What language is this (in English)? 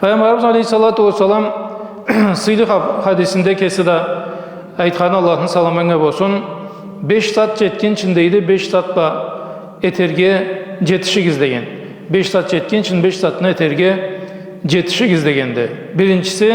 Karachay-Balkar